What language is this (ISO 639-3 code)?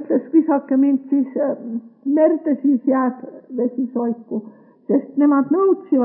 est